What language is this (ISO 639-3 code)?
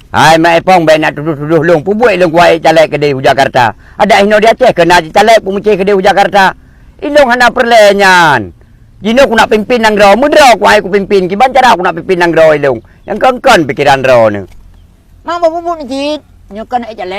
ace